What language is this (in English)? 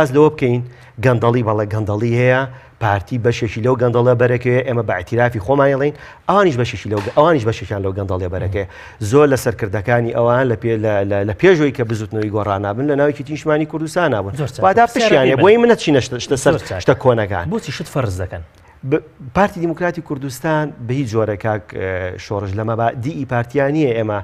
Central Kurdish